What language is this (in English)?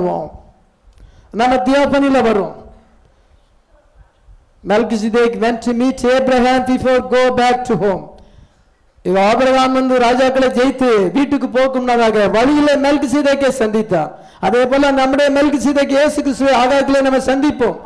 Tamil